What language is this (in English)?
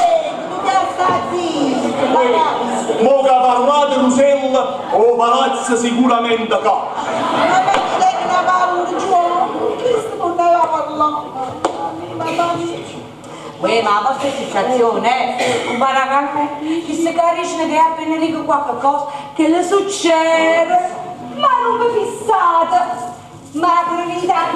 Neapolitan